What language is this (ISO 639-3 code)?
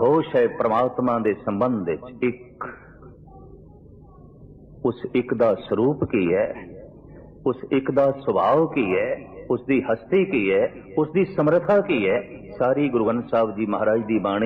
pan